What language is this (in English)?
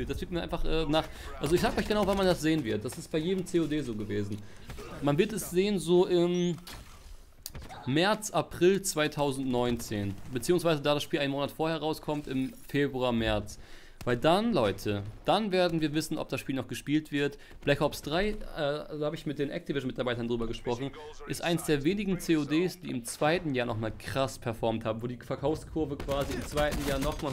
German